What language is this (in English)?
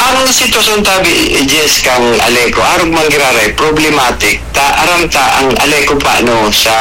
Bikol